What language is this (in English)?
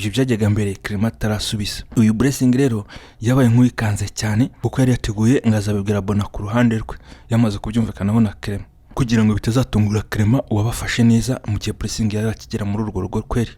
Kinyarwanda